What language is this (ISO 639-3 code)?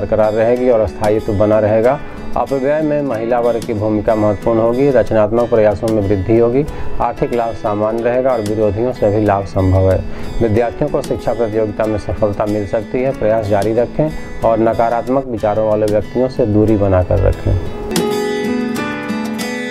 hin